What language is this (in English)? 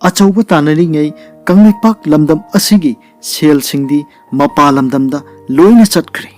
Manipuri